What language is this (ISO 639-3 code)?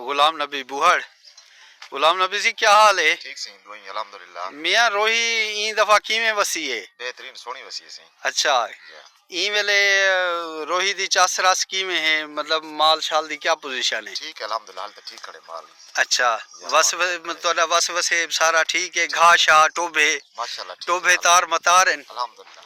skr